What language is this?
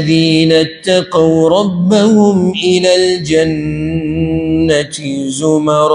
Pashto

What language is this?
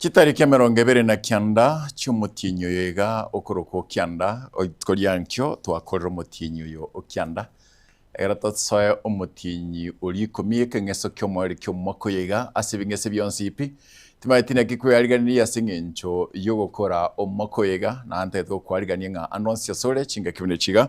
Gusii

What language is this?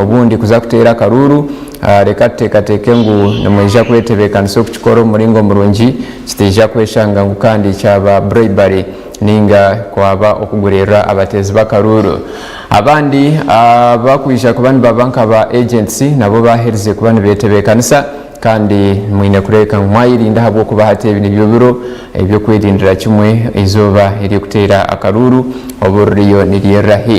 Nyankole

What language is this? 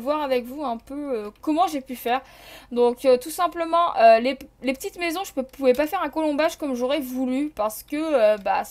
French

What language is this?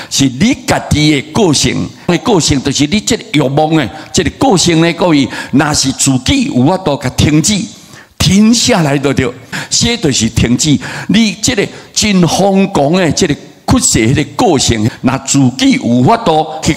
Min Nan Chinese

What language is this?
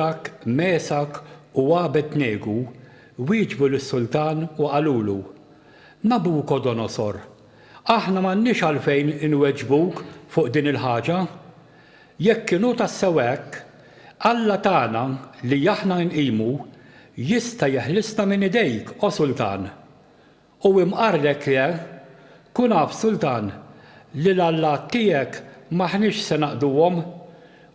Maltese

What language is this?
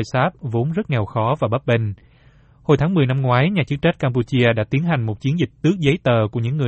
Vietnamese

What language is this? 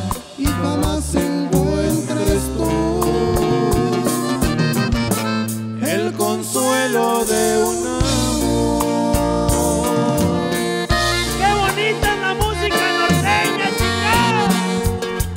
Spanish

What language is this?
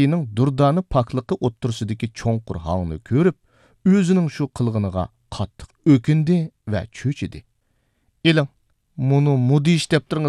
Uyghur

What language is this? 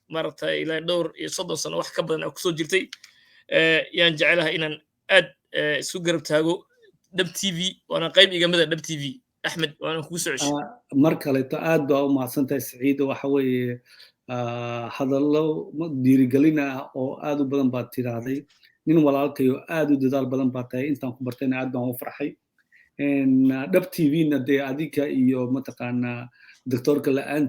Somali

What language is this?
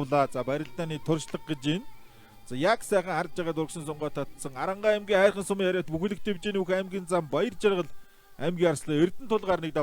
Mongolian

